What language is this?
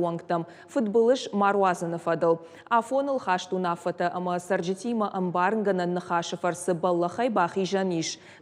Ossetic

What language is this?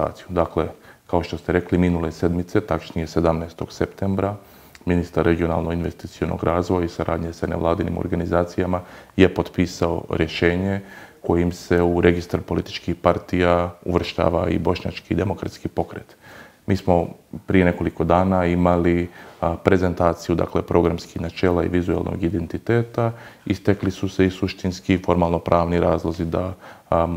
Bosnian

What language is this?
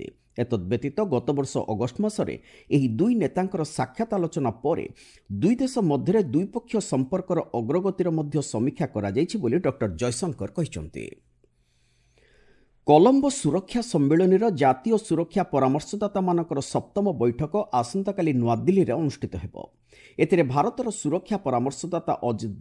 Odia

